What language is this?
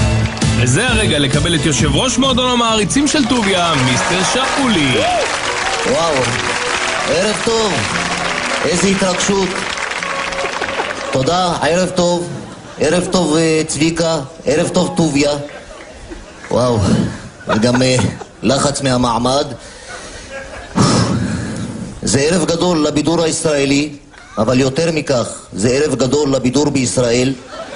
Hebrew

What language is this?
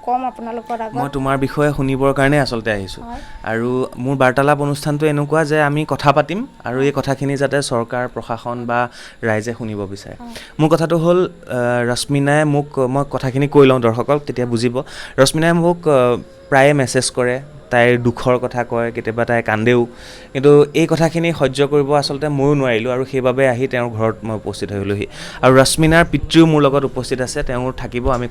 Assamese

